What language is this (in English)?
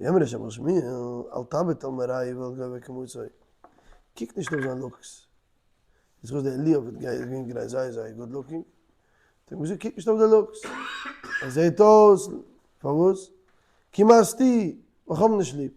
Yiddish